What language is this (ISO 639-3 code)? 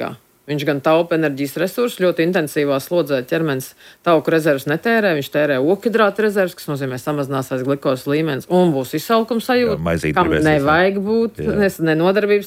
lav